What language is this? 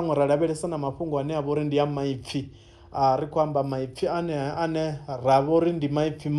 Venda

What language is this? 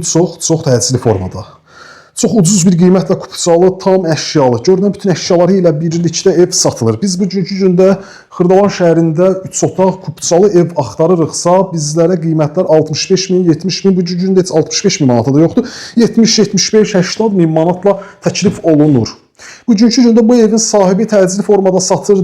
Azerbaijani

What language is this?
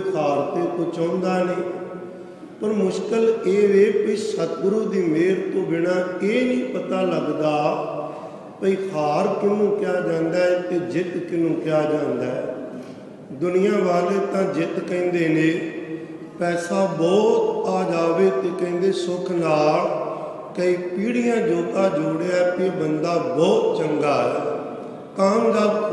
Punjabi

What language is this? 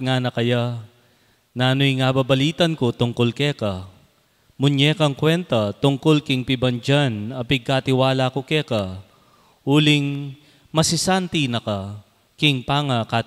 Pampanga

